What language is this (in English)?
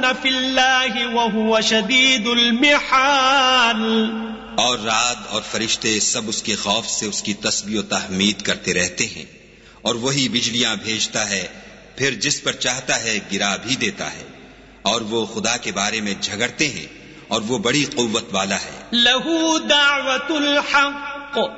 Urdu